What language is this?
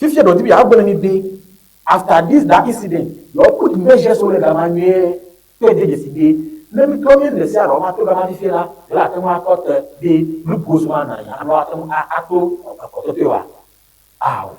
Ewe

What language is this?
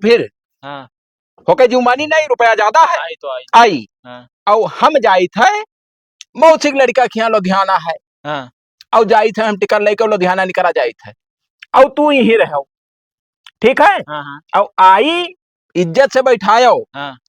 Awadhi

